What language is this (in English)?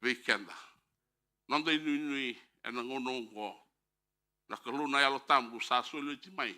Fijian